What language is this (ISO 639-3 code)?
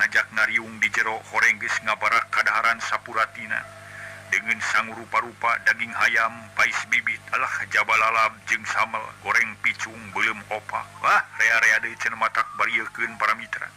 sun